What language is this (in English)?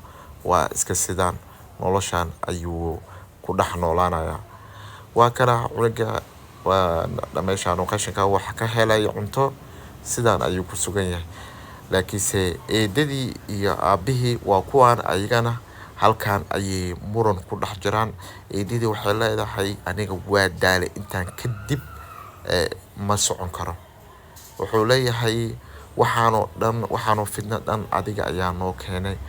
Somali